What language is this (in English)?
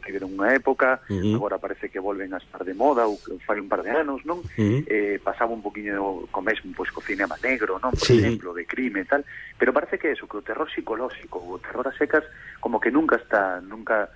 Galician